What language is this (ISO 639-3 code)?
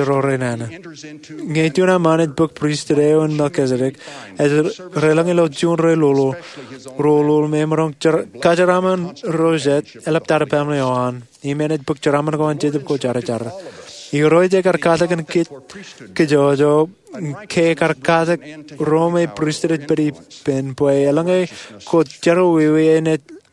mah